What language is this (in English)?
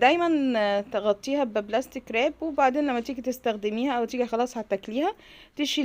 Egyptian Arabic